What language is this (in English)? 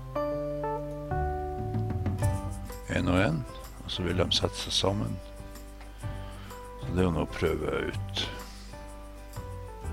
Norwegian